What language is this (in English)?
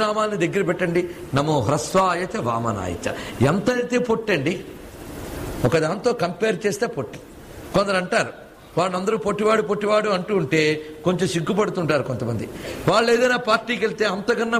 Telugu